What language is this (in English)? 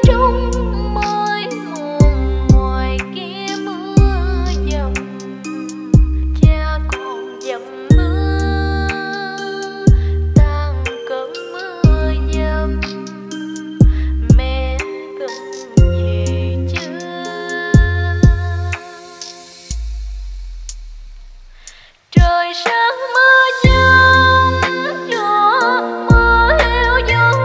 Vietnamese